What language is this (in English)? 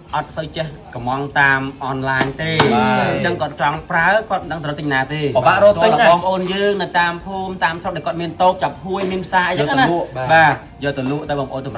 Khmer